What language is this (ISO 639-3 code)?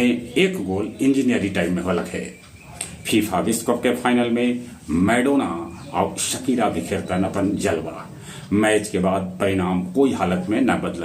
mag